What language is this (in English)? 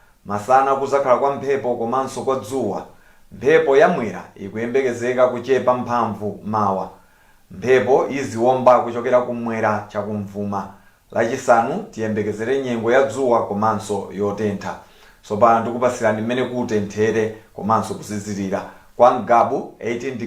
Nyanja